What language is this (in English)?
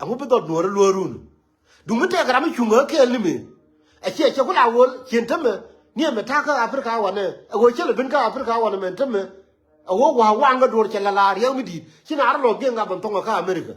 Nuer